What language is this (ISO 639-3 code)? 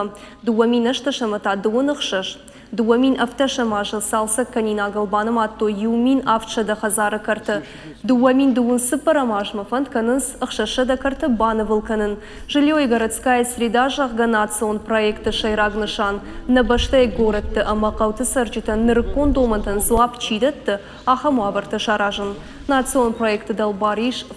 oss